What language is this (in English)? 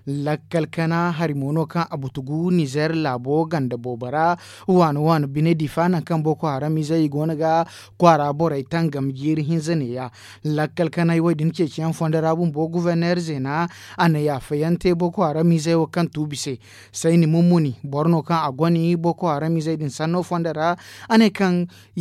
Zarma